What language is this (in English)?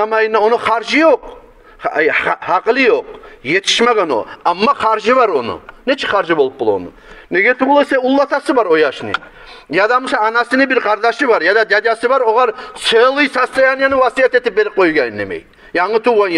Kumyk